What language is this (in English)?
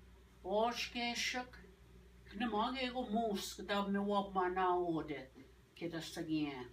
Ojibwa